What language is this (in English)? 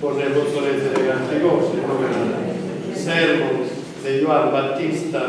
Sardinian